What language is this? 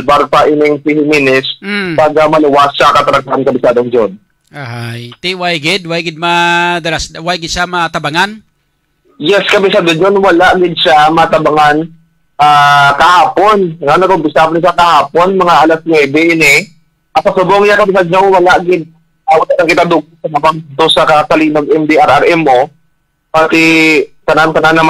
Hiligaynon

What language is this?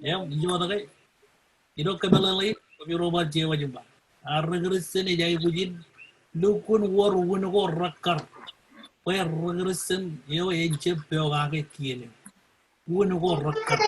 Marshallese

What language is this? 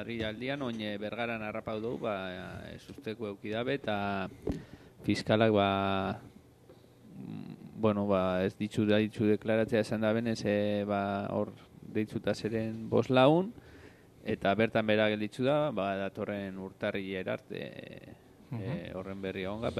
Basque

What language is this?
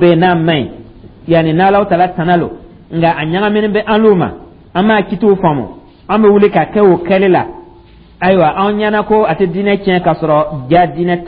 Dyula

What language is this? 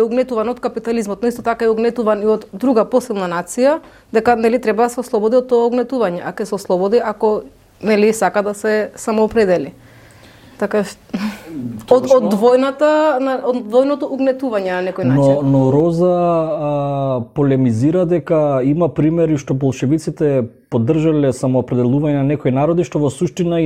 Macedonian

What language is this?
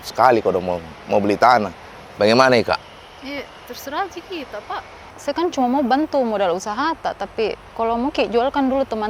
Makassar Malay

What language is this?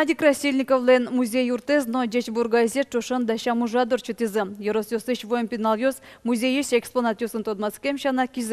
Udmurt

